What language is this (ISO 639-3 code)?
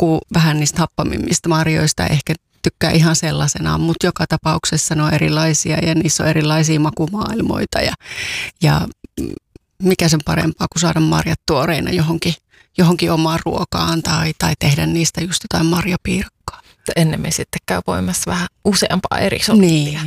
fin